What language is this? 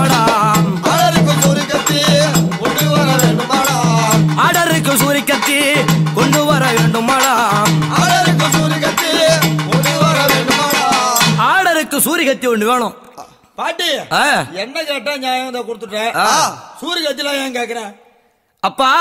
Tamil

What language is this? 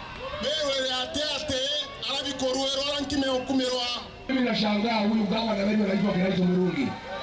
Meru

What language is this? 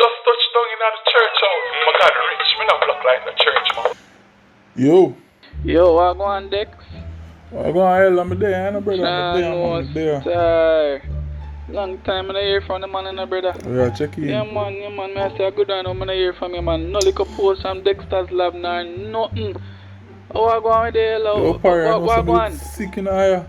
Jamaican Creole English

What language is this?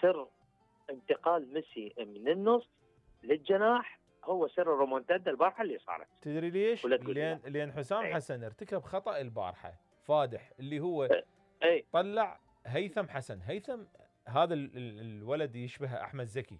Mesopotamian Arabic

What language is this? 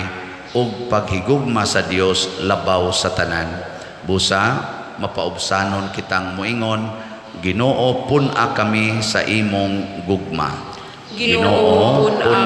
Cebuano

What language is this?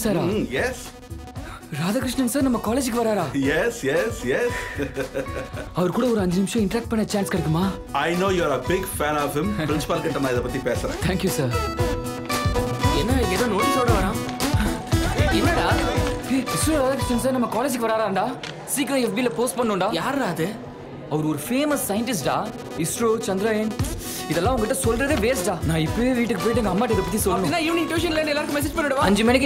Tamil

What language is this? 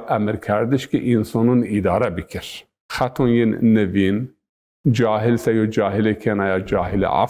Zaza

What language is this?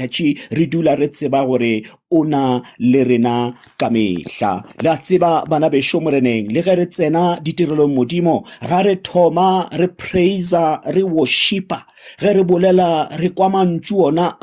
Northern Sotho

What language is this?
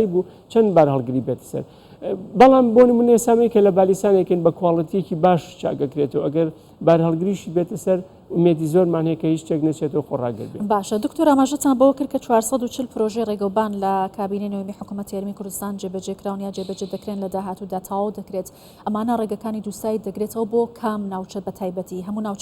Central Kurdish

